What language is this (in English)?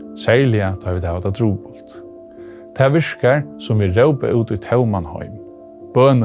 Faroese